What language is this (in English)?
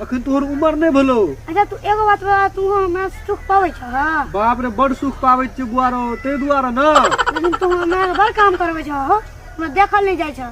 Maithili